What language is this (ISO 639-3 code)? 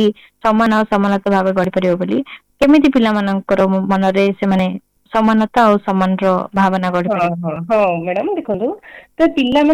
ori